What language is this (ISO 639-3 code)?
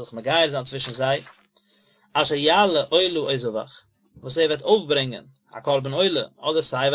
yid